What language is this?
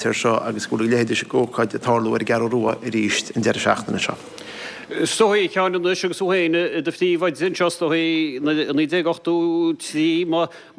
Irish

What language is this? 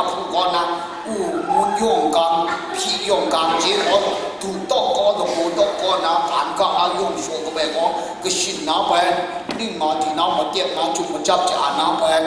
Kachin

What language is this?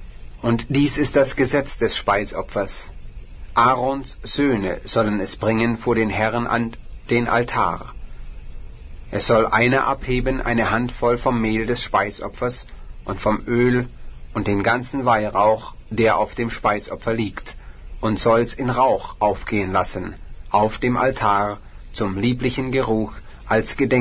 German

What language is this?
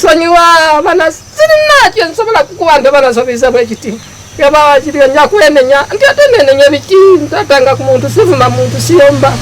Ganda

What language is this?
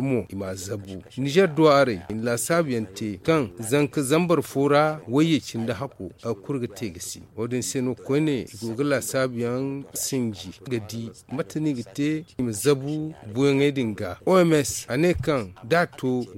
Zarma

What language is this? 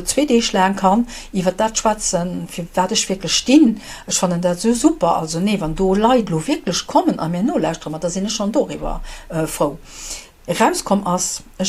Luxembourgish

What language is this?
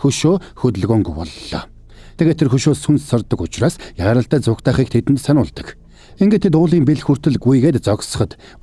Mongolian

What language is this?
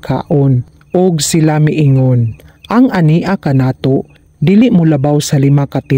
Cebuano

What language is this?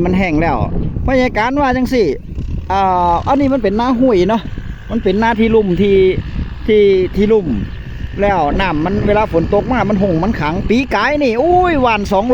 Northeastern Thai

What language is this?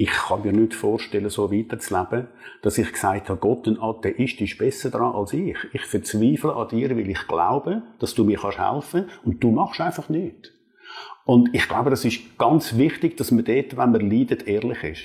Swiss German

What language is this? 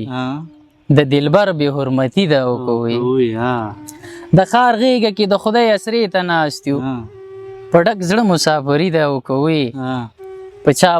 Pashto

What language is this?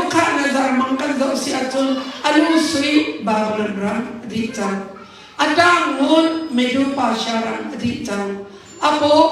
Hakha Chin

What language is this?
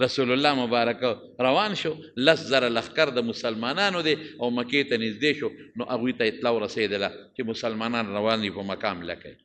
Pashto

